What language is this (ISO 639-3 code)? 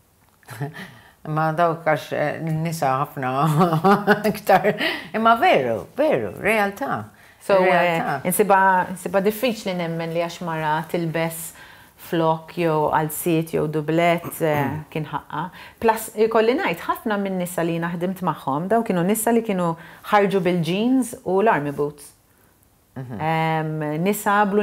mlt